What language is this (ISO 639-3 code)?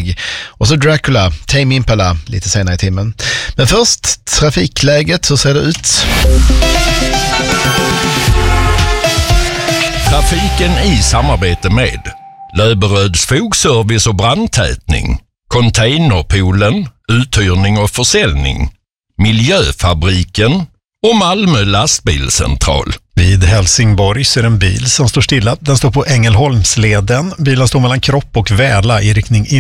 swe